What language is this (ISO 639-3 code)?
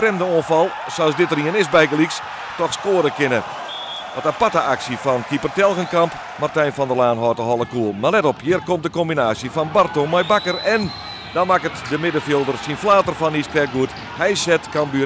fry